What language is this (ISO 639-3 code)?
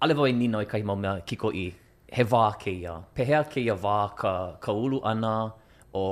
haw